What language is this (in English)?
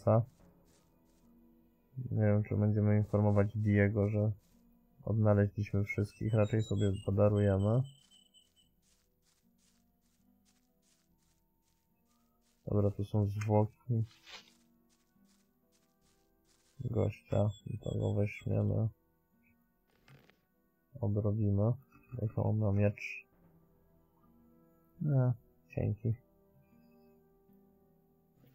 Polish